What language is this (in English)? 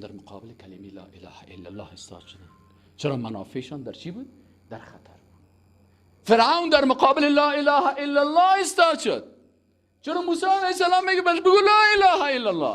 Persian